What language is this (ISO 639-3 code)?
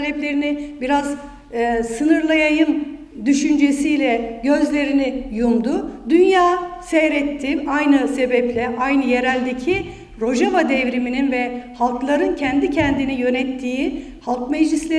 tur